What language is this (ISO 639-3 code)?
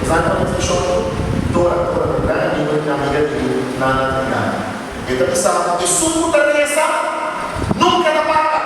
pap